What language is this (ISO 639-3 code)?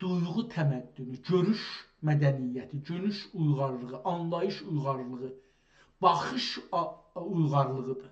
azb